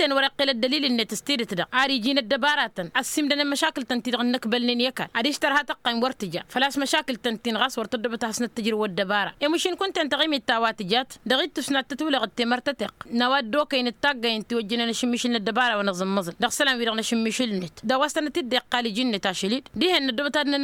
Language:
Tamasheq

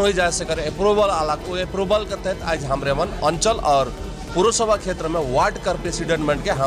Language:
Sadri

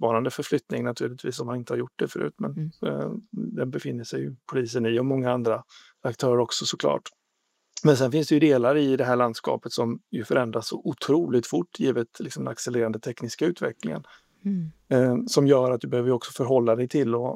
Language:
Swedish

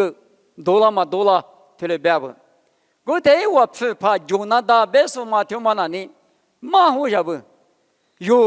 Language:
Lisu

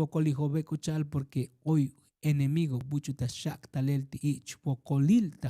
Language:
Tzotzil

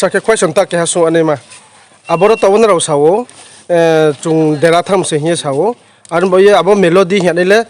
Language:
Riang (India)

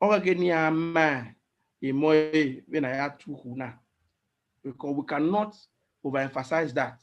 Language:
Bini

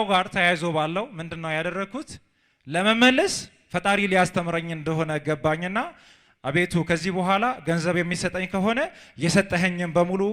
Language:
Amharic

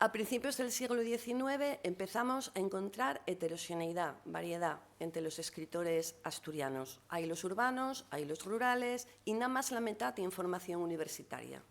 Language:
Asturian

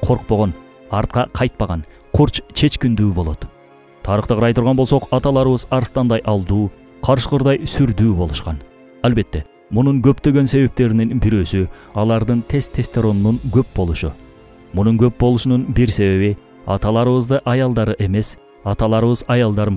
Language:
Kyrgyz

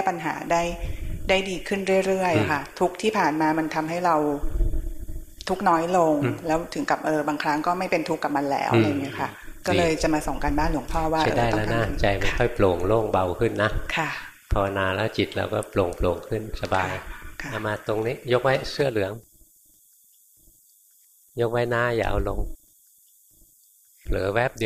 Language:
Thai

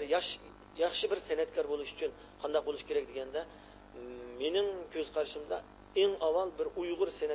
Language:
Uyghur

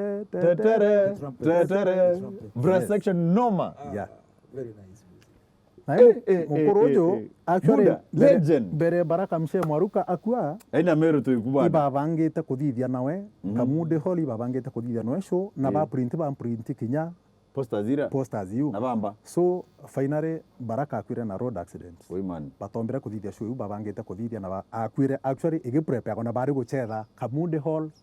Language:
Meru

